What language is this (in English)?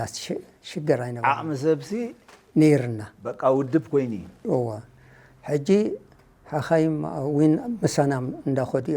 Tigrinya